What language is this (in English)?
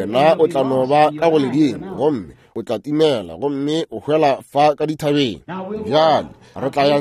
Northern Sotho